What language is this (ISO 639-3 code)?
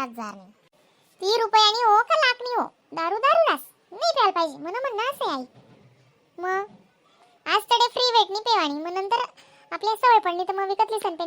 khn